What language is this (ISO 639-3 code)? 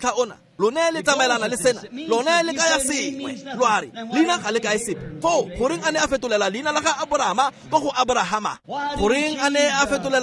tsn